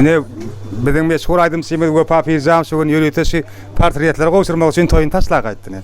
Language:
Turkmen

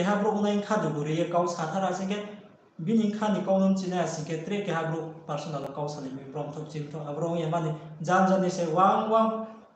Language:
Riang (India)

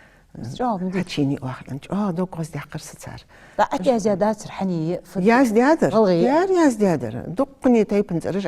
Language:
Ingush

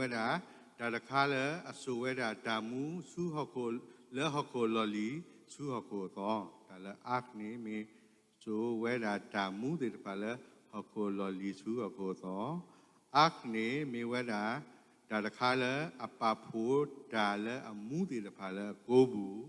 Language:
S'gaw Karen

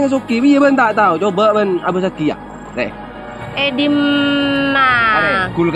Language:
Madurese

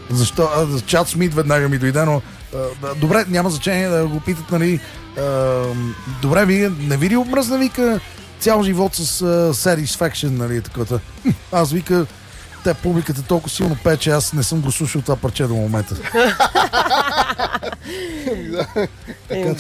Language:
Bulgarian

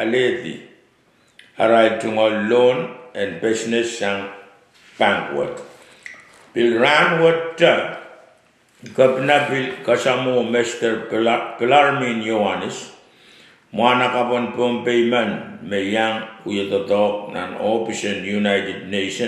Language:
Pohnpeian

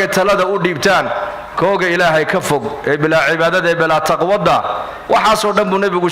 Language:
Somali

